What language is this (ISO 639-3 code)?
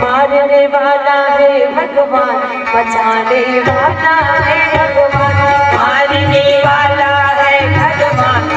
hne